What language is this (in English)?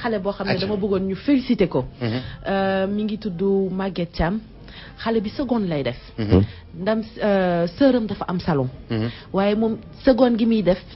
Wolof